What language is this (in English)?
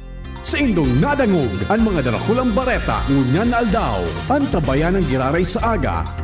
Bikol